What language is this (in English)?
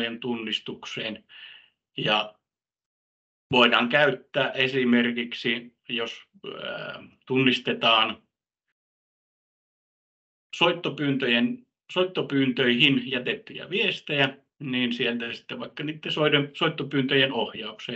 Finnish